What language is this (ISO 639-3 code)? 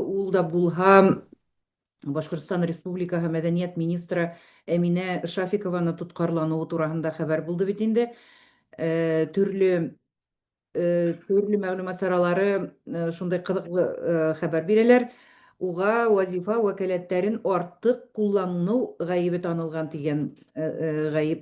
bak